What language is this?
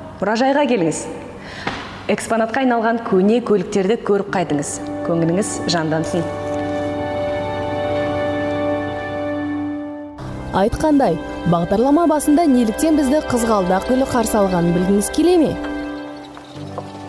Kazakh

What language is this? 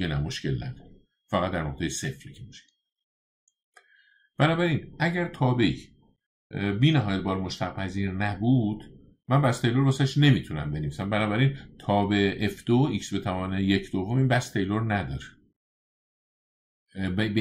Persian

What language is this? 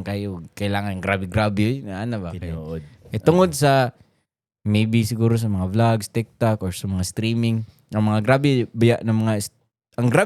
Cebuano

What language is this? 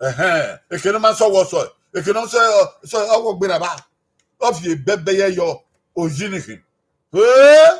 Bini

